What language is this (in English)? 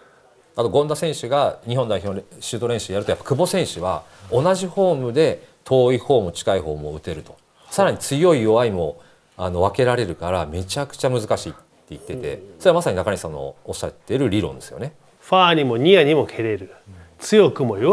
Japanese